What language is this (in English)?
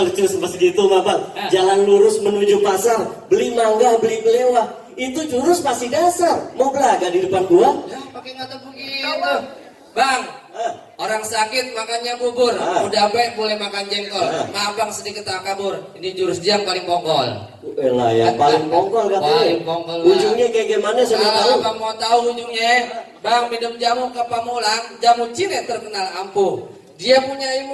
Betawi